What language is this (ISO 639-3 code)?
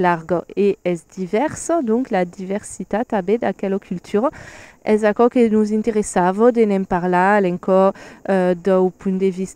oci